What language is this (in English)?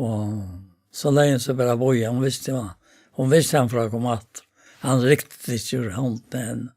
Faroese